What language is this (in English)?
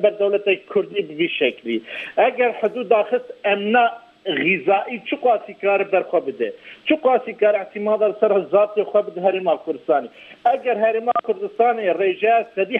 Kurdish